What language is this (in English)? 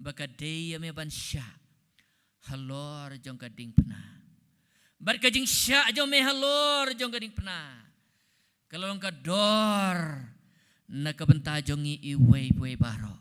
Khasi